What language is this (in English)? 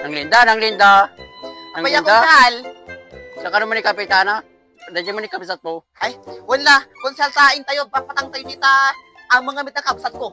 Iloko